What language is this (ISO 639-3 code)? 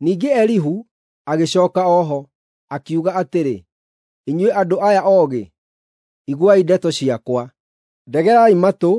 kik